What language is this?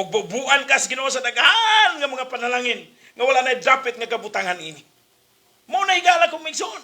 Cebuano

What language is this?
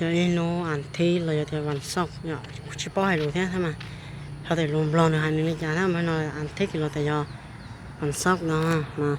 Hmong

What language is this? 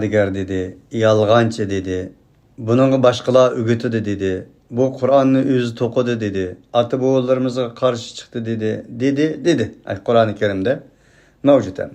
Uyghur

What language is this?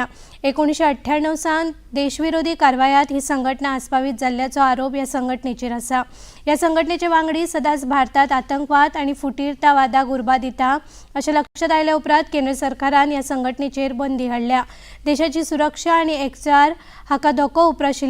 Konkani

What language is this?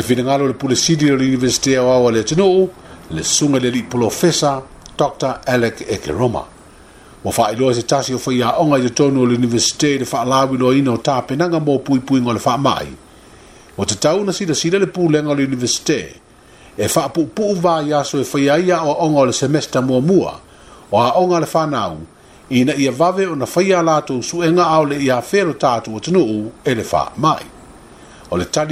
Samoan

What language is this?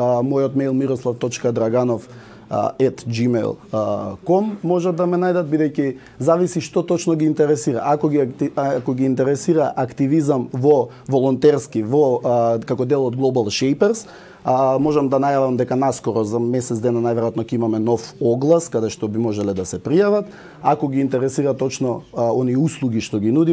Macedonian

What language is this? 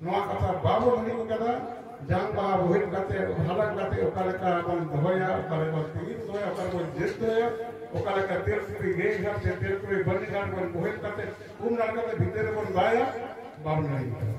Santali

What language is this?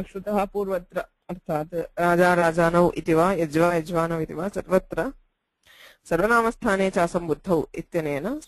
Sanskrit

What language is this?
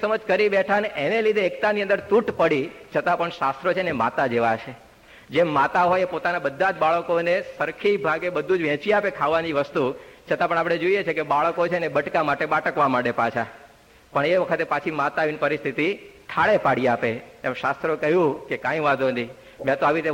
Gujarati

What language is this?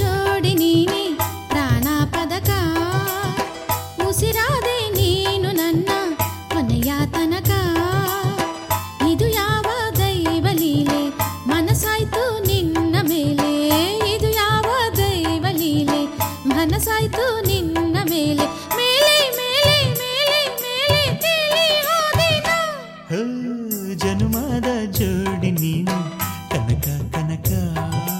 Kannada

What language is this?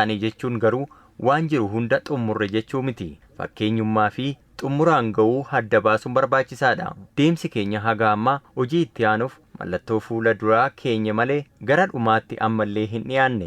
Oromo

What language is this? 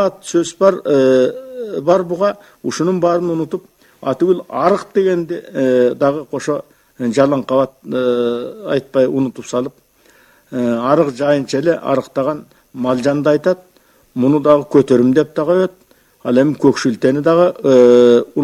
Kyrgyz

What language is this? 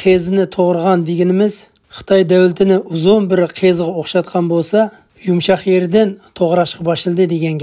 Uyghur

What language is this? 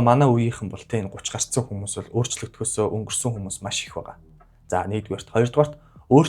Mongolian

